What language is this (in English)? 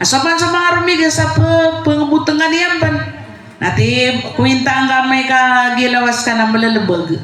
Maranao